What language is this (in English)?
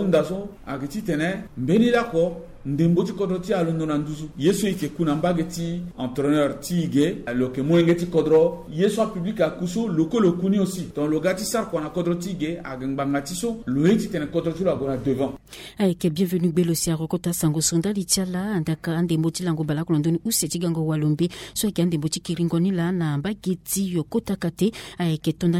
Sango